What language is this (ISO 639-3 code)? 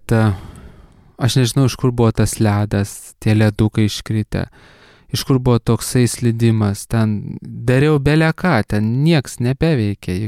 lit